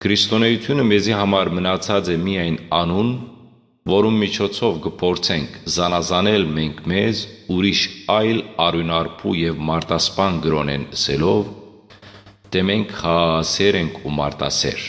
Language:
Western Armenian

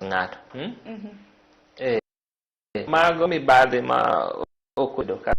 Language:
Luo (Kenya and Tanzania)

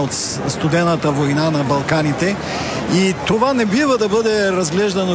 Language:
Bulgarian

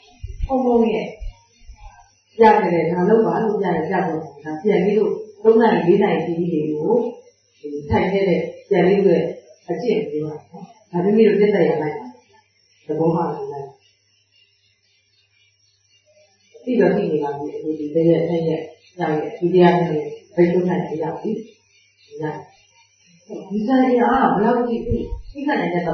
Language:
Burmese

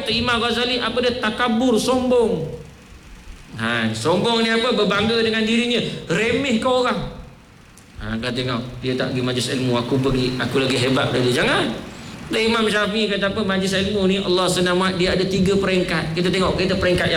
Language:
Malay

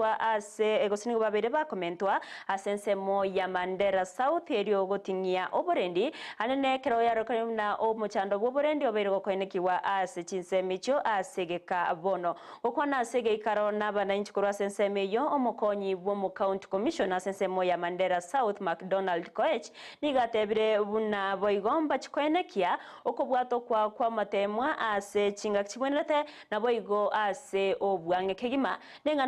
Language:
Gusii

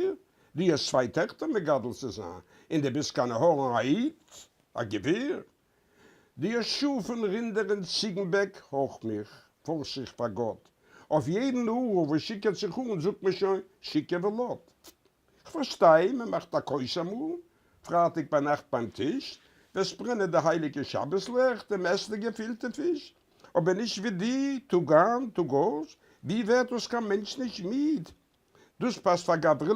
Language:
Yiddish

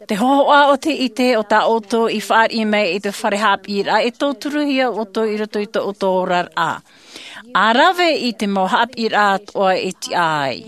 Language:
Tahitian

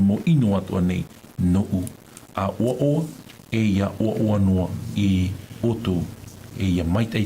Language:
Tahitian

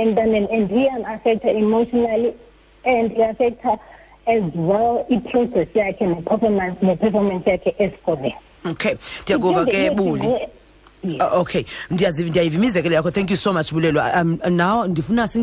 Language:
Xhosa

